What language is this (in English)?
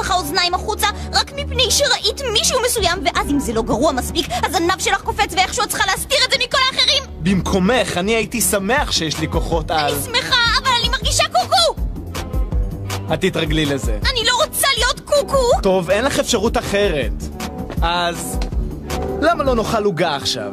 Hebrew